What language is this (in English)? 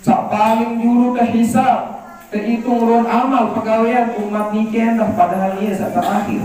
Sasak